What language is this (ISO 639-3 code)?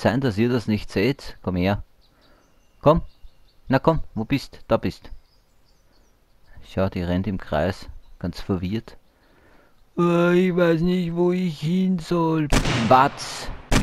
deu